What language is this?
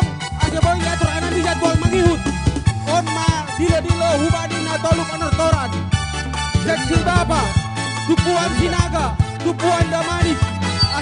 Batak Simalungun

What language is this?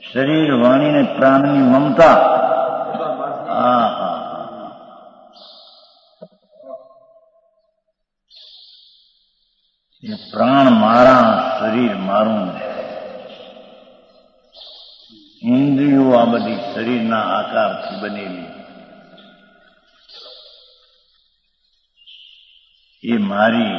Gujarati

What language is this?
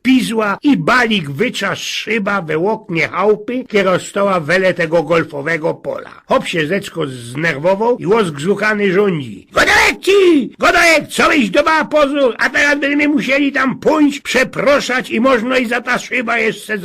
Silesian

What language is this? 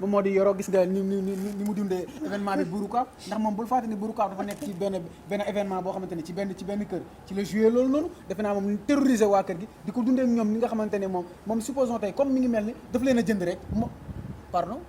Wolof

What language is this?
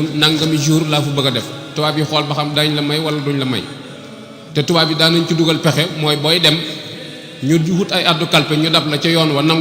Wolof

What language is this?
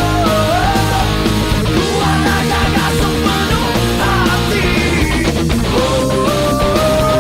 Malay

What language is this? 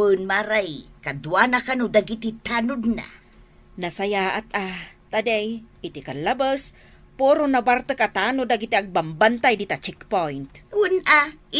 Iloko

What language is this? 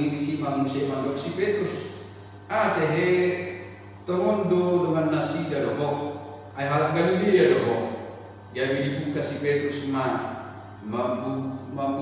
Batak Toba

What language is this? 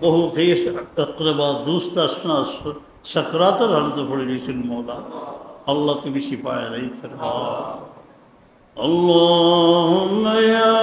Sylheti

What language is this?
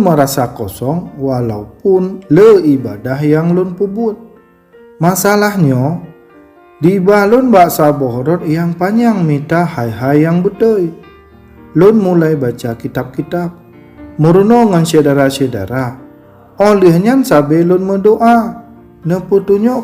Achinese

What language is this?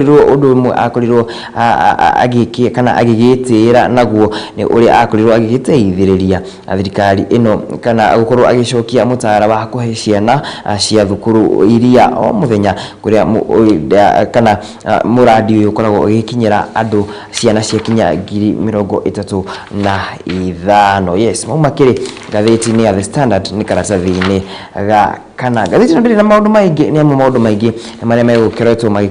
Kikuyu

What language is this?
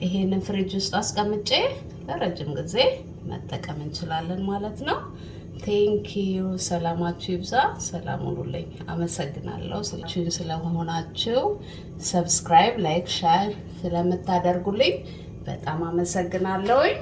Amharic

